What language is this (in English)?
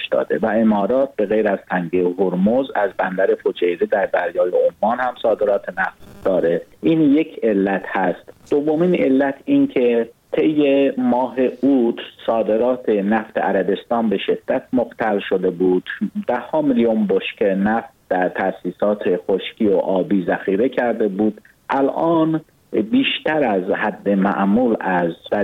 Persian